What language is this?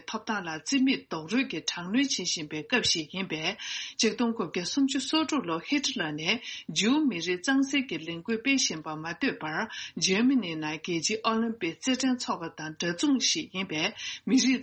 Tibetan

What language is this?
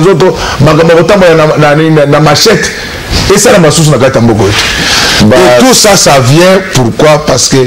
Lingala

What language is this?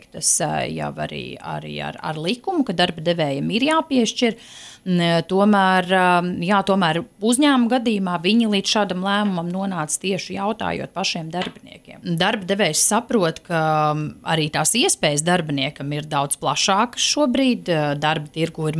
Latvian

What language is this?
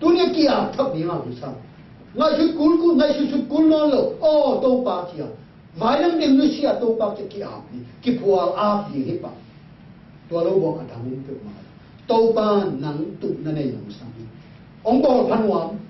Tedim Chin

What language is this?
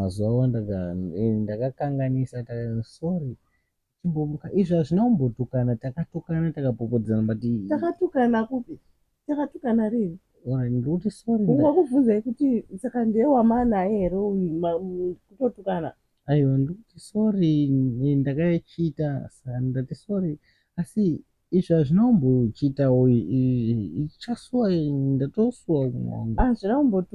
Shona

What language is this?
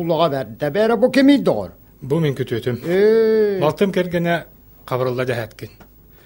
Yakut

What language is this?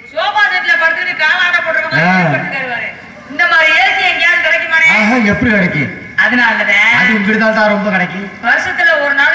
Tamil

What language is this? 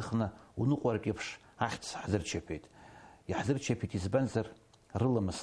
Abkhazian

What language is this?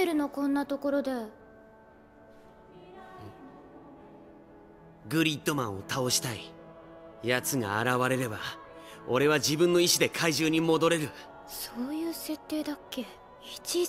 Japanese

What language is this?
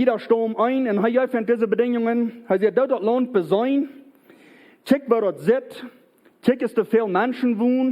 Plautdietsch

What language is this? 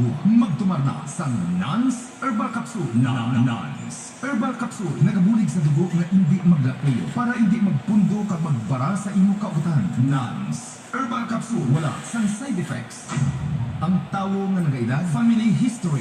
Hiligaynon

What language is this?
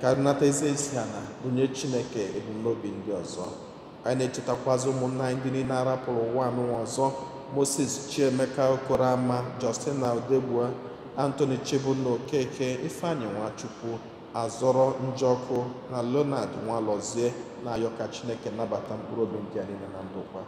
Igbo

